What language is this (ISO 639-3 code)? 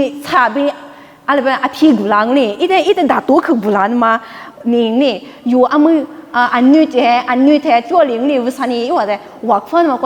lis